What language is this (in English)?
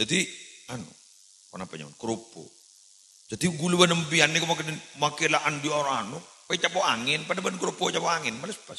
Madurese